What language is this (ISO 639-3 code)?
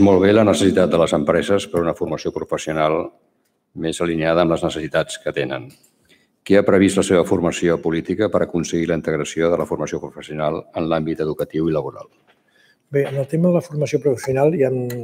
cat